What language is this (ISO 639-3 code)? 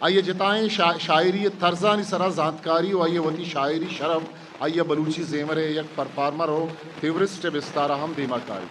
bgp